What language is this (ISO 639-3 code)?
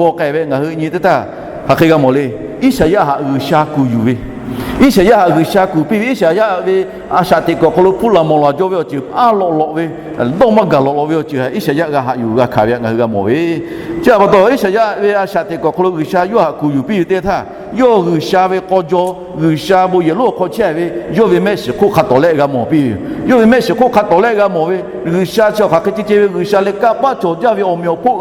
lhu